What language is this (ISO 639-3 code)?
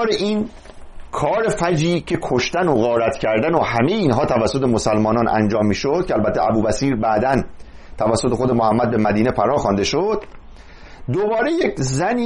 fas